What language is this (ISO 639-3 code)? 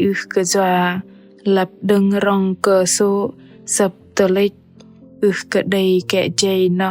bdq